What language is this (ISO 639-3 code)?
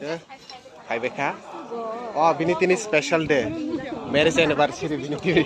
trp